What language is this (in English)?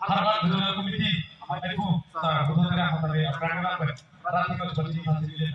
Karbi